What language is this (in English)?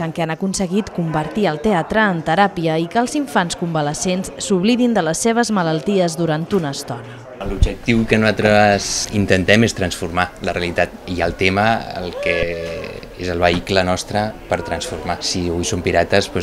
Catalan